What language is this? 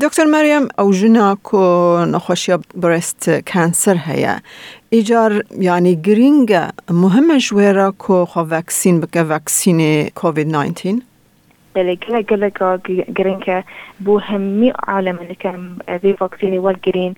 Kurdish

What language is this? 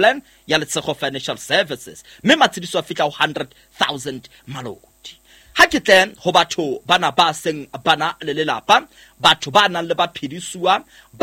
Southern Sotho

